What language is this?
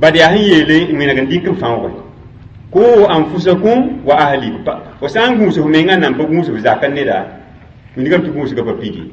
Mossi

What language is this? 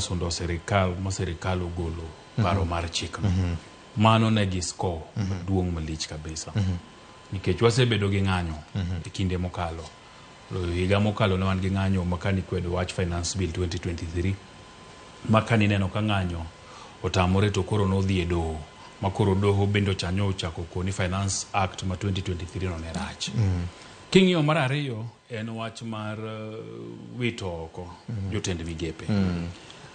Luo (Kenya and Tanzania)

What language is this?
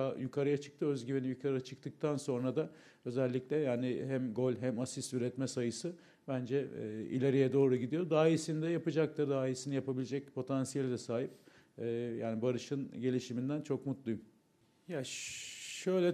Turkish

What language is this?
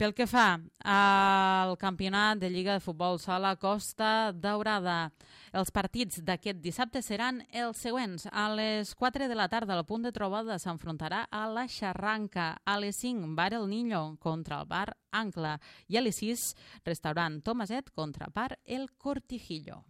Catalan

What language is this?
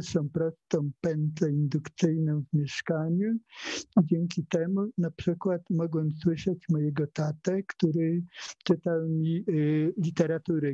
Polish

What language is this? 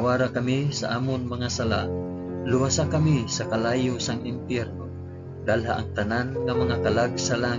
Hiligaynon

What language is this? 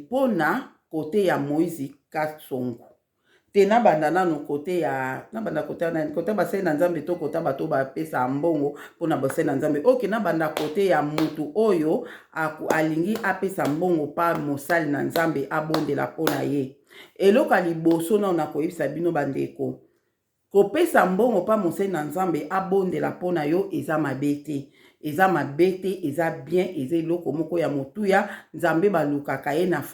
Lingala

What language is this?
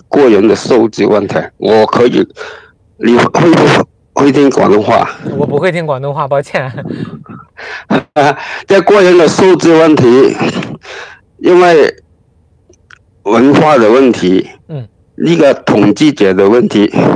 Chinese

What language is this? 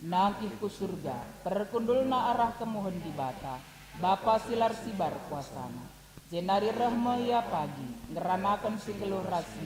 Batak Karo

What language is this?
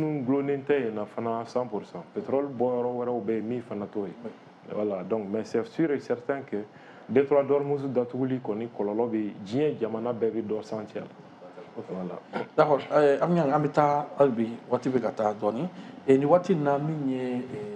Bambara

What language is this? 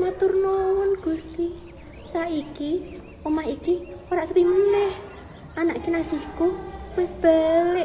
Javanese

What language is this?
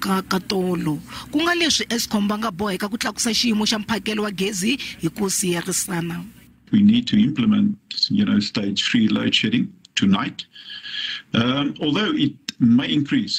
Tsonga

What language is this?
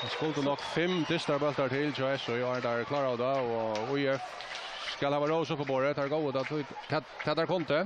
Faroese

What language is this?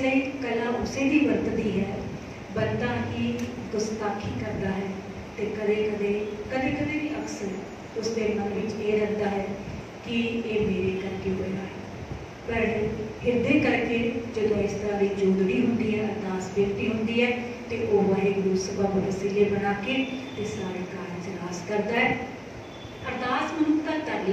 Punjabi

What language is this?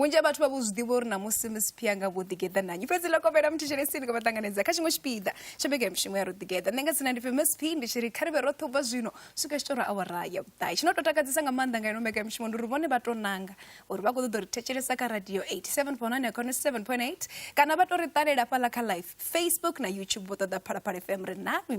Venda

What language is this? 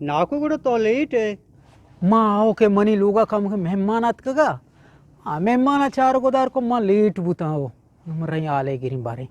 Eastern Balochi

